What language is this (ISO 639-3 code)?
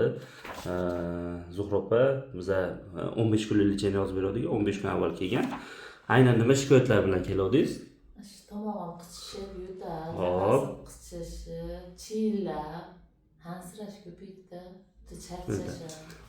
uzb